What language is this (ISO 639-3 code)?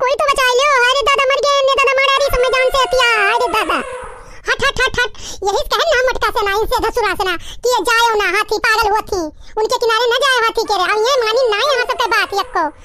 awa